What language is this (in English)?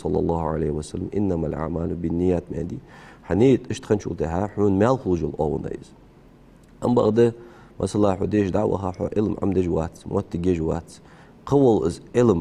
Ingush